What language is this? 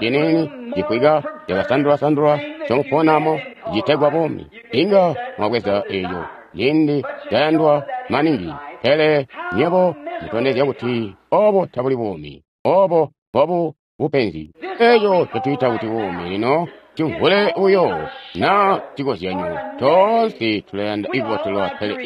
Tonga (Zambia)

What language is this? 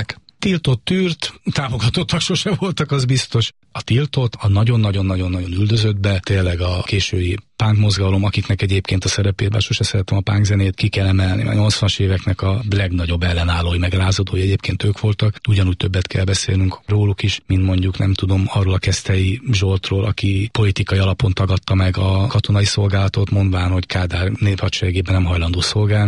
Hungarian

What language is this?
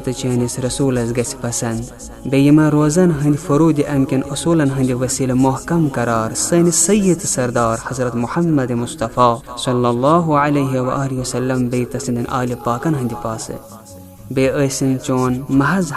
Kashmiri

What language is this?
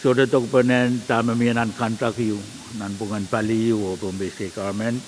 Pohnpeian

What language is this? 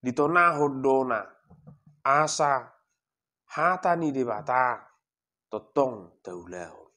Batak Toba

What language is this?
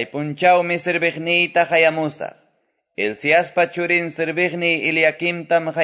Quechua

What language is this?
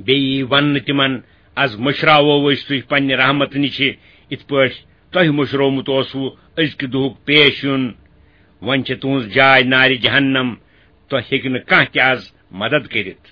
Kashmiri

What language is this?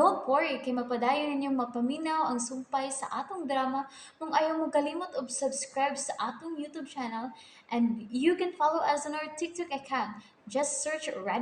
Cebuano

